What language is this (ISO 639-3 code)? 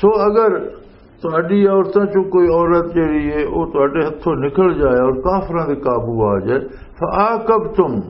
lah